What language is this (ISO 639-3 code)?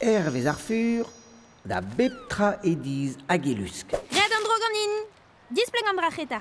bre